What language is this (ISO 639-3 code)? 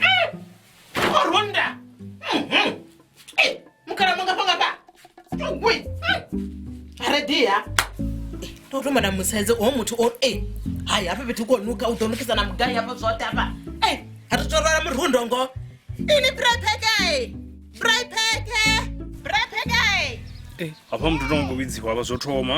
ven